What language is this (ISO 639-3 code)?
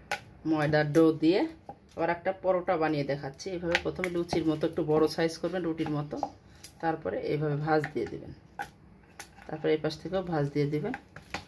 ben